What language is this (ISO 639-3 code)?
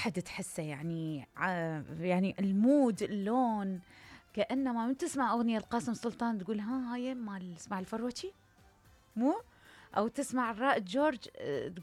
acm